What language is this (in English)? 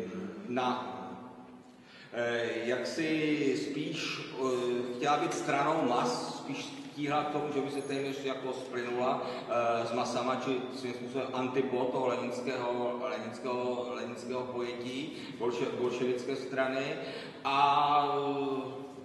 Czech